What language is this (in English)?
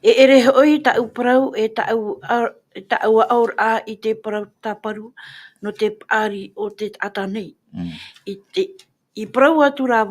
Tahitian